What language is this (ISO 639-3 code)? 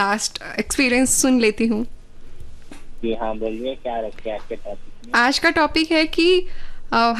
hin